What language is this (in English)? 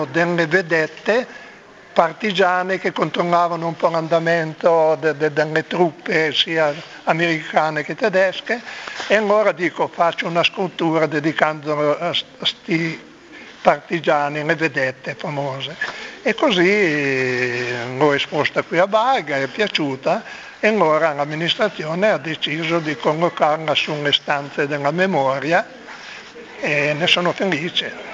Italian